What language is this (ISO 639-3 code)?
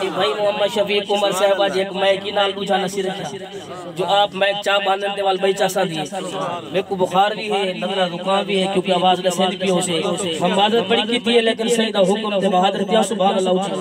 skr